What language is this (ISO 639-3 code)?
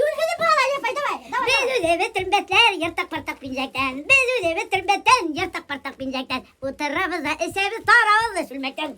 bak